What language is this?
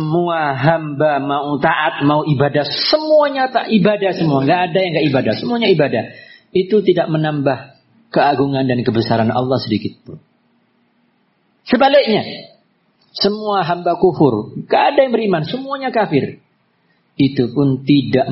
Indonesian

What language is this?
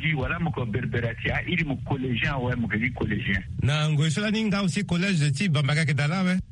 Sango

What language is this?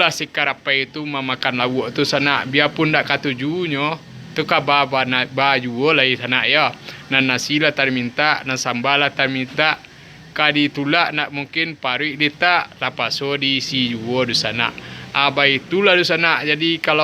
Minangkabau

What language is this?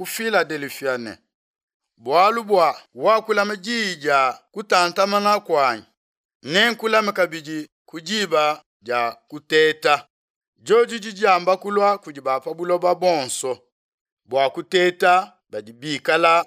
Luba-Lulua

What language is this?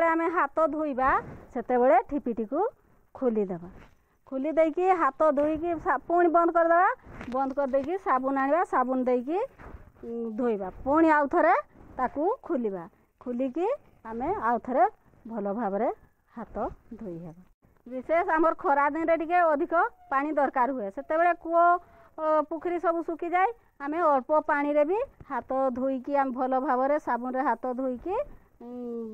Odia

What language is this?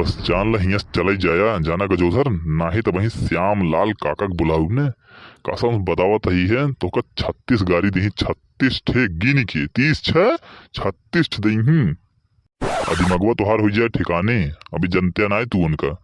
Awadhi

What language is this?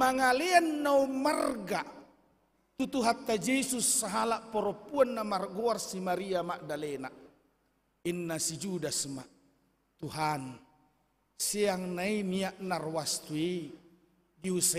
Batak Toba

